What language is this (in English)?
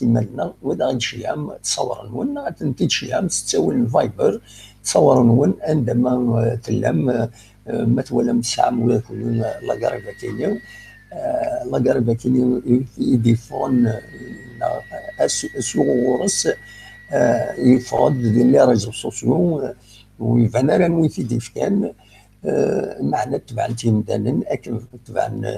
Kabyle